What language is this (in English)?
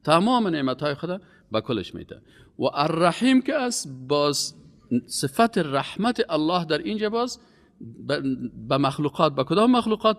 Persian